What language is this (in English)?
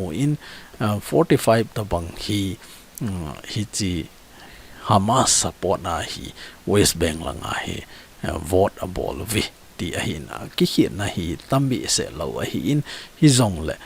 Thado Chin